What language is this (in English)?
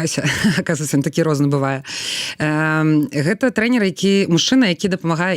Belarusian